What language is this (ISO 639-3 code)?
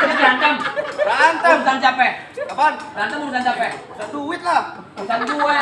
bew